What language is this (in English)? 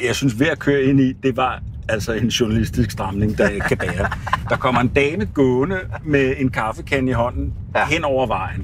Danish